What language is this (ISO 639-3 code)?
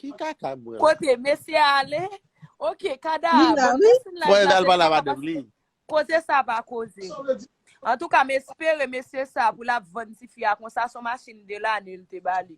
hat